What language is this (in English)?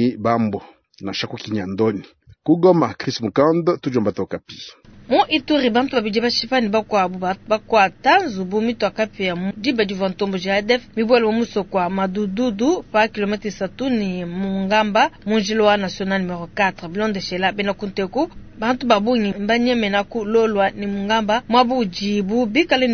Luba-Lulua